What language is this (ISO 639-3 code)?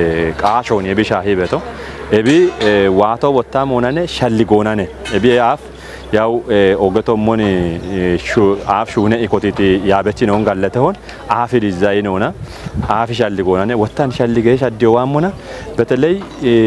kbr